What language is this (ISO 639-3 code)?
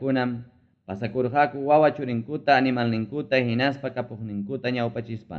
quy